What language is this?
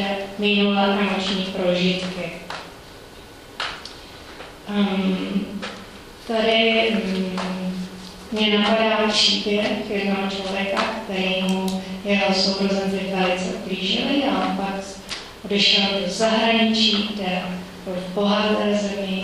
Czech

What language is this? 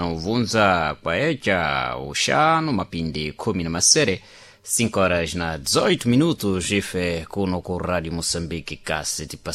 Sena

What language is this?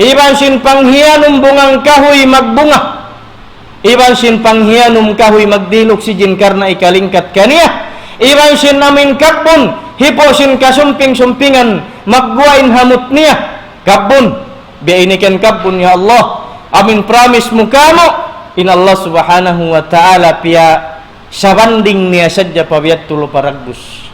Tausug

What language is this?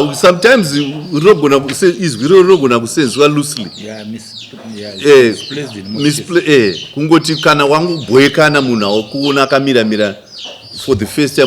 Shona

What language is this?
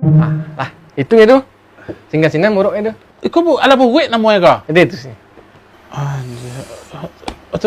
Minangkabau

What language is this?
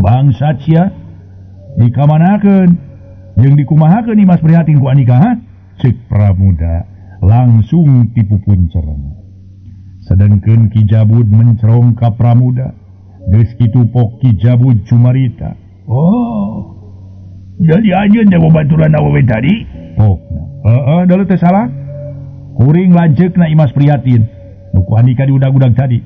Sundanese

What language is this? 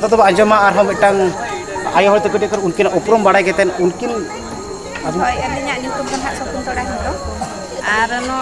Santali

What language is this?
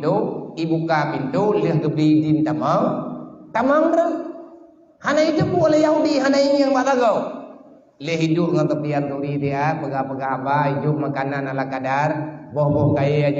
Achinese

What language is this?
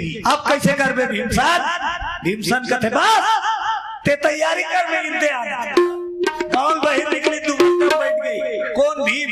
Chhattisgarhi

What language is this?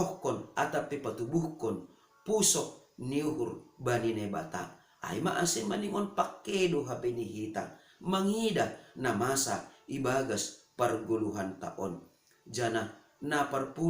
Batak Simalungun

